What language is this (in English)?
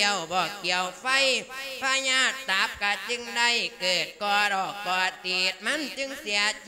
Lao